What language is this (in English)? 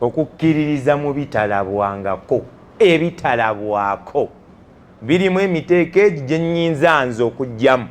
Ganda